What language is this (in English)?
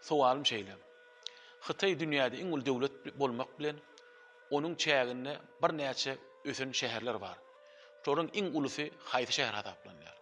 Turkmen